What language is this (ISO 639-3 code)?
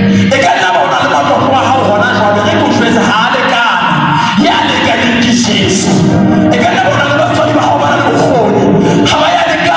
sot